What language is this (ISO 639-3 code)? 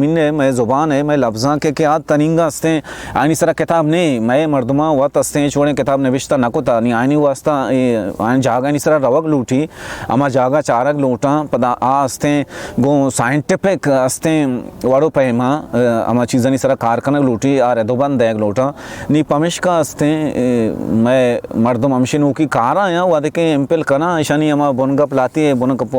bal